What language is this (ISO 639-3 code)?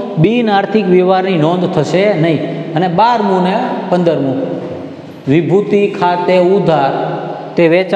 guj